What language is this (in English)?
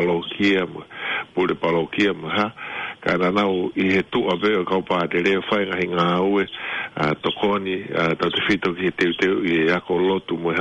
Tongan